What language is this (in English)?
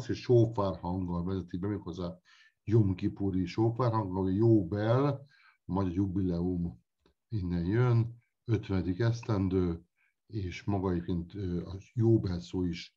Hungarian